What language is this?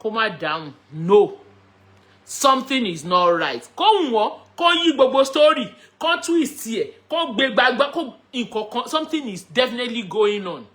Yoruba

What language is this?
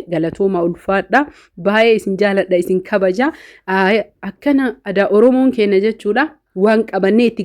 Oromo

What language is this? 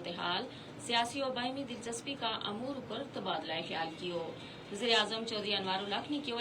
Gujari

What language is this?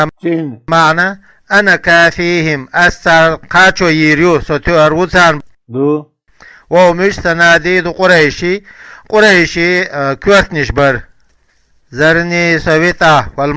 Chechen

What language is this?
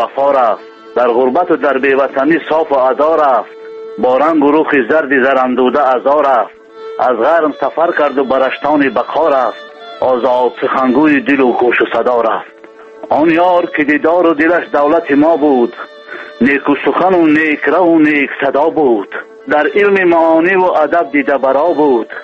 Tajik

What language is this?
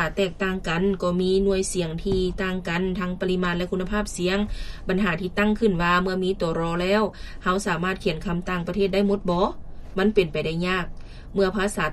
Lao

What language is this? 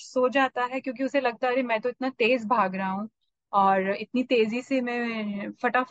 Hindi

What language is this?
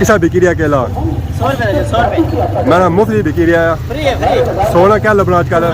Pahari-Potwari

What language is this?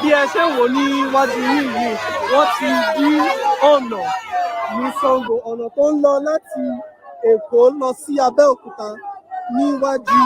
Yoruba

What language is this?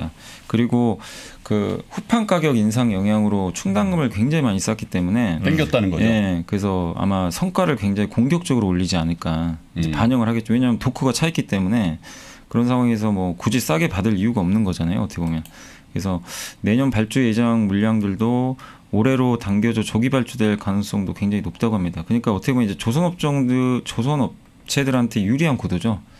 Korean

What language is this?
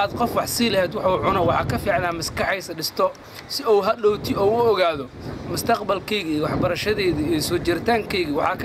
Somali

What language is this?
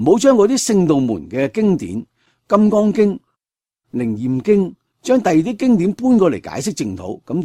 Cantonese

